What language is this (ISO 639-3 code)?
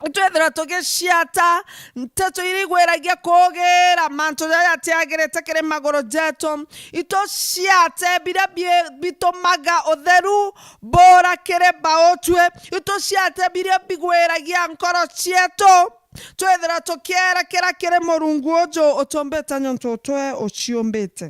mer